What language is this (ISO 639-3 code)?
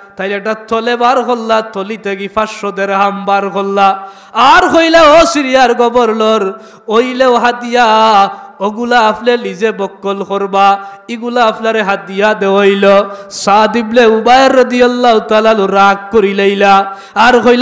syl